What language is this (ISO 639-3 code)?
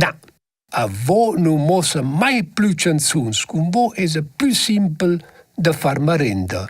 roh